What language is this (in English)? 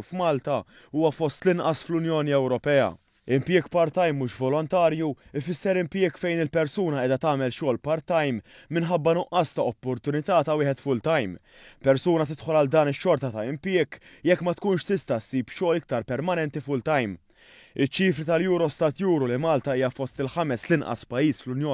Maltese